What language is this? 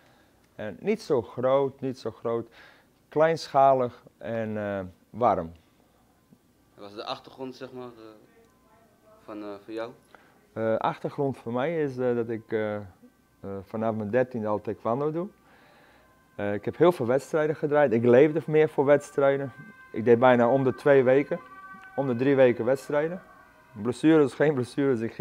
Dutch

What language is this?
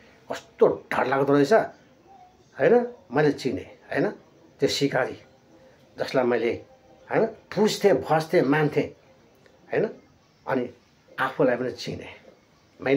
Nepali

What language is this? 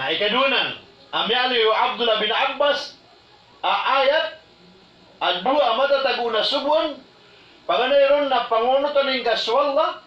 Maranao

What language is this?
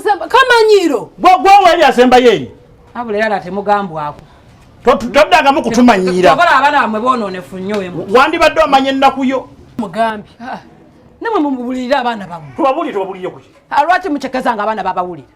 Ganda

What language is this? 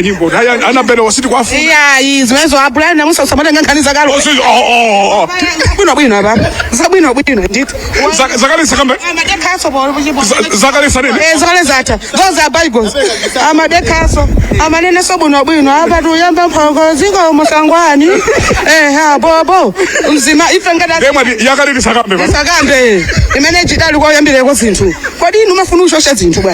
Nyanja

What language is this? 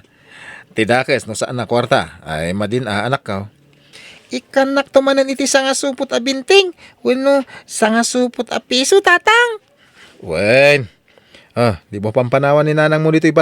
Iloko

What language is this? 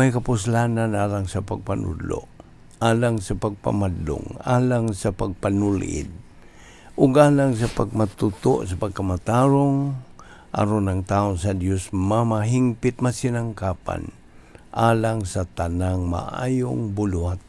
Cebuano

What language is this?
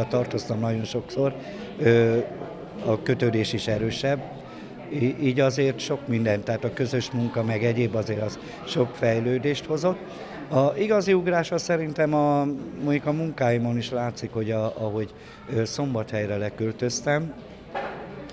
Hungarian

